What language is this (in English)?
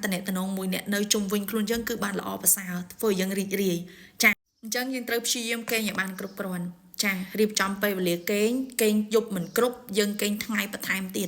Khmer